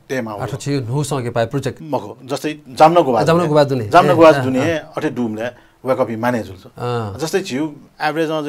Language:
Newari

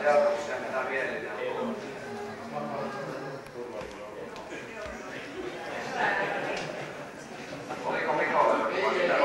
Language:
Finnish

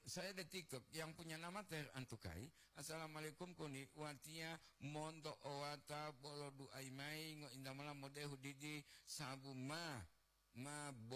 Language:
Gorontalo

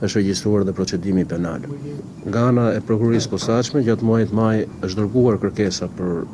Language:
Albanian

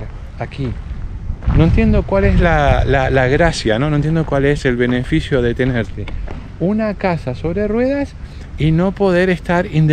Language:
Spanish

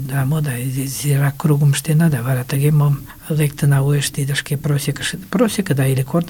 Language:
Mari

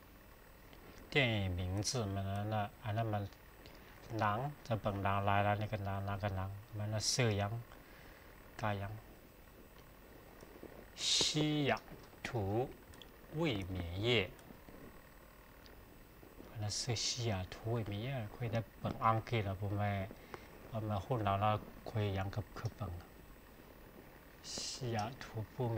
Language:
Chinese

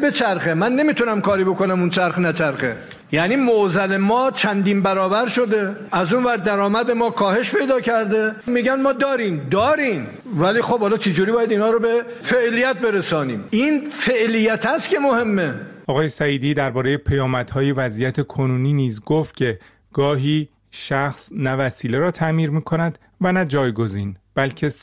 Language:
Persian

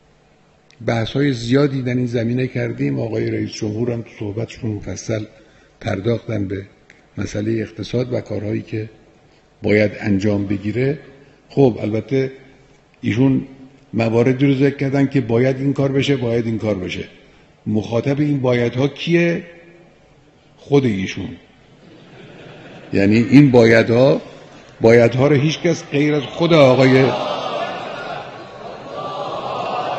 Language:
Persian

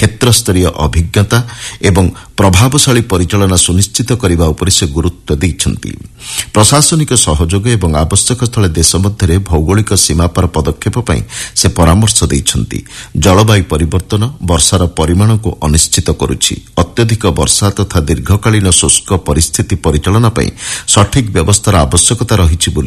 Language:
Odia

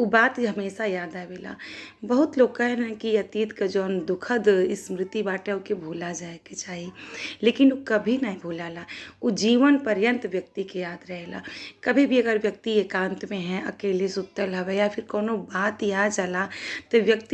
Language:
Bhojpuri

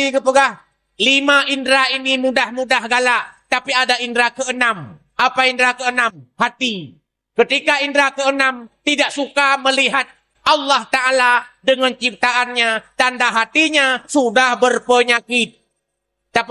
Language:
Achinese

